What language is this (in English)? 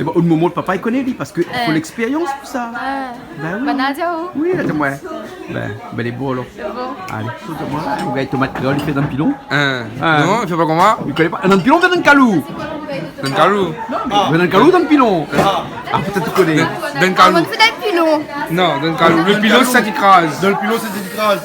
Réunion Creole French